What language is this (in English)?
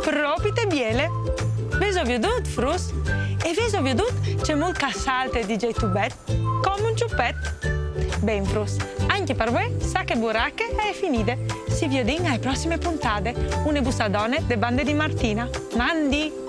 Friulian